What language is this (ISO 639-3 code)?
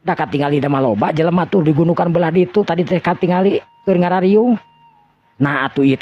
sun